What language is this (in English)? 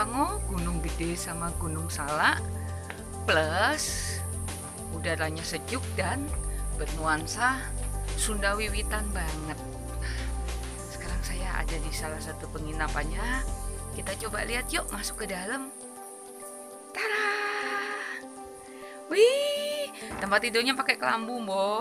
Indonesian